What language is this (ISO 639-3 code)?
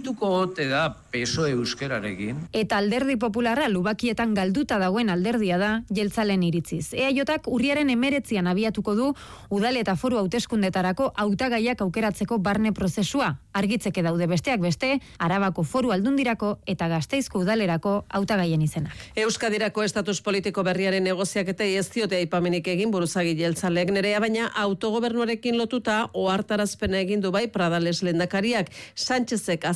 eus